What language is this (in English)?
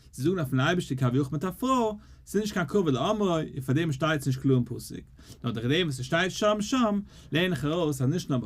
Yiddish